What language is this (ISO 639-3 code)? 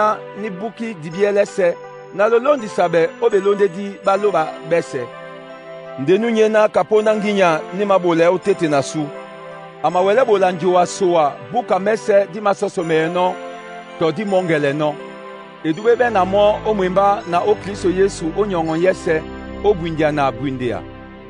dua